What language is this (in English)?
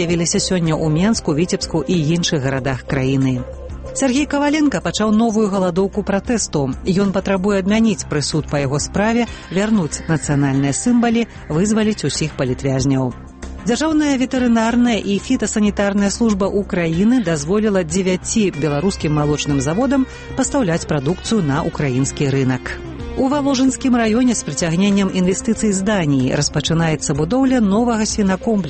Belarusian